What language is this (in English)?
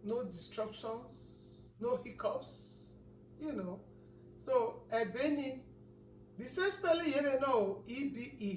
Bini